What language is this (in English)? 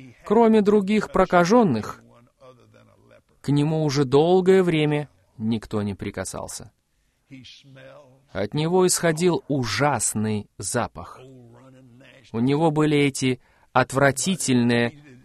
Russian